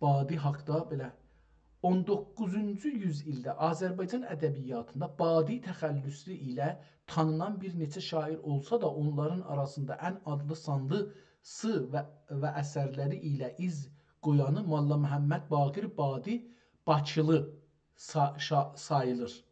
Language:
South Azerbaijani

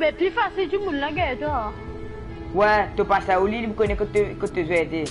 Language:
Morisyen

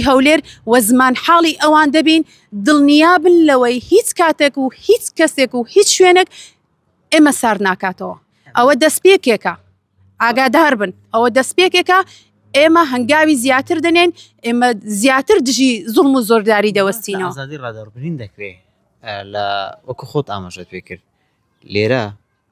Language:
Central Kurdish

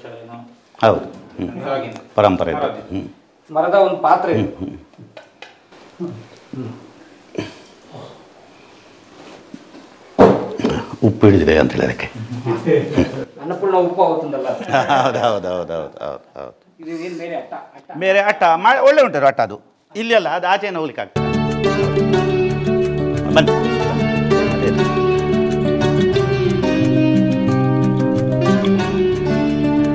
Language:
Kannada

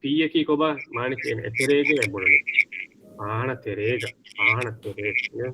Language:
Divehi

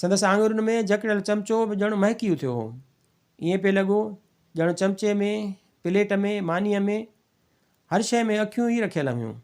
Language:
Sindhi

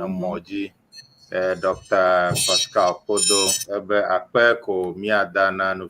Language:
Ewe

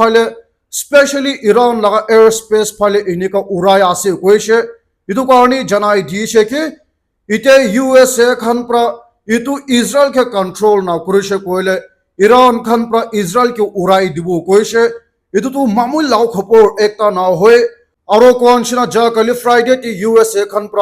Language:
Naga Pidgin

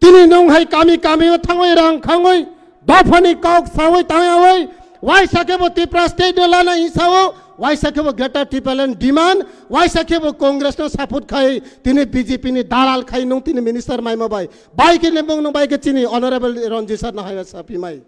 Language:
Riang (India)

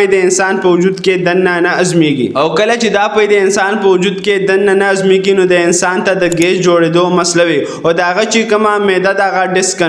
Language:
Pashto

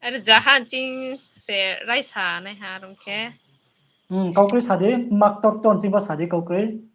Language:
Riang (India)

